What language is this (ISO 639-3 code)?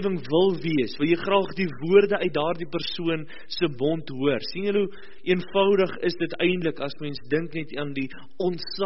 afr